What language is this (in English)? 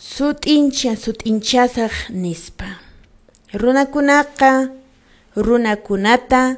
Quechua